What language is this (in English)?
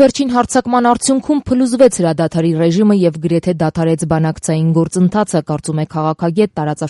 Armenian